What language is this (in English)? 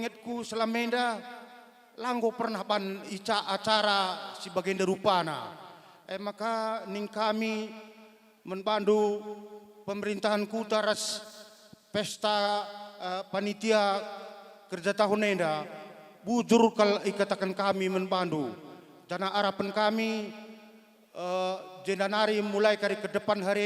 Batak Karo